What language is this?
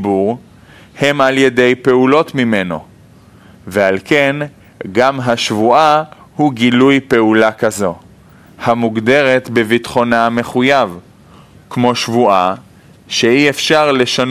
Hebrew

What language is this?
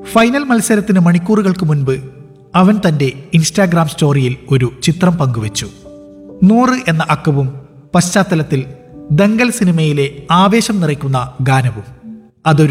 Malayalam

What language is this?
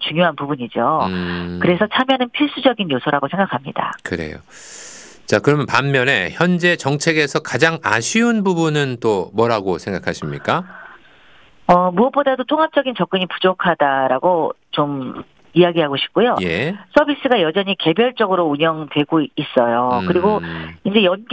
Korean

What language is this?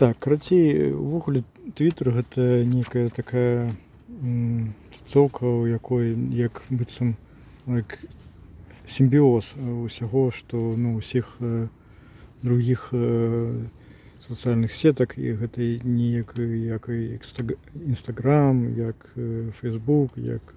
Belarusian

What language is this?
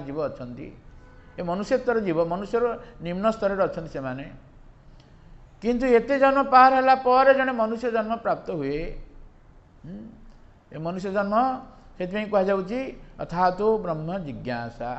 Odia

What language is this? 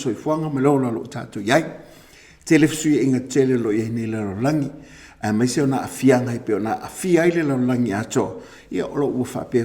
Samoan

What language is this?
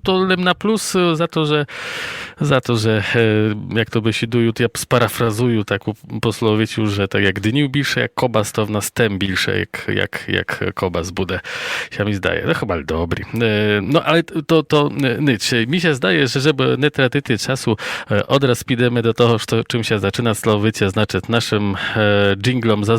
Rusyn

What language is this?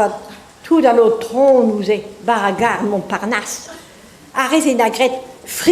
Breton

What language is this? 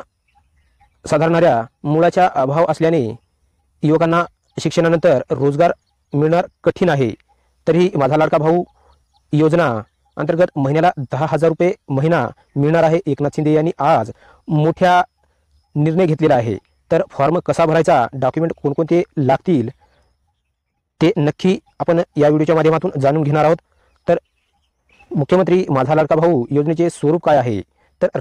Marathi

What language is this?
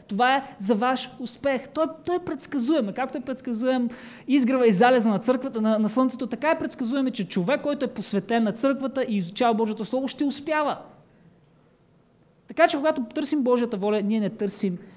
Bulgarian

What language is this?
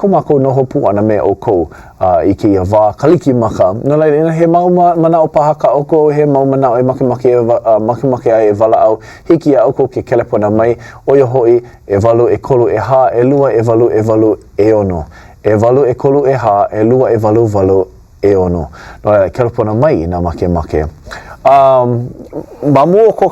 Hawaiian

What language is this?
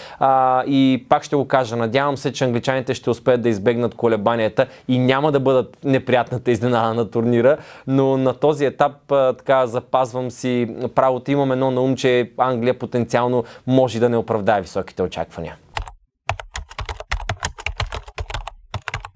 Bulgarian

